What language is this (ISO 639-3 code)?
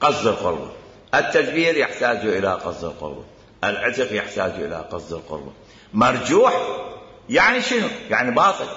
acm